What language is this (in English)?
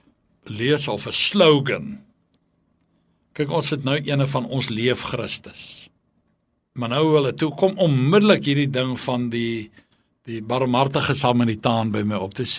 Afrikaans